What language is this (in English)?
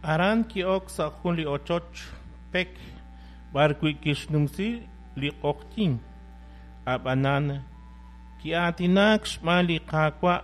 Kekchí